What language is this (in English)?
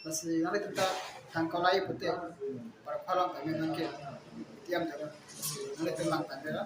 Karbi